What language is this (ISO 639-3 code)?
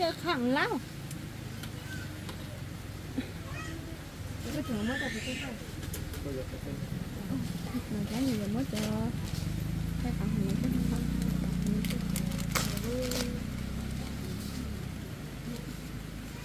vie